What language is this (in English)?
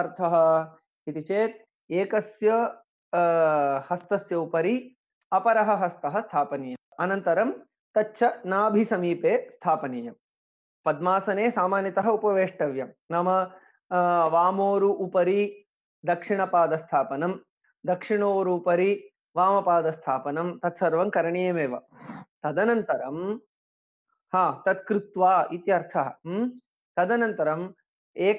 Sanskrit